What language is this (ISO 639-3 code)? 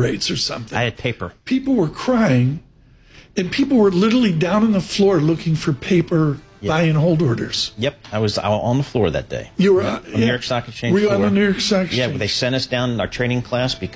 eng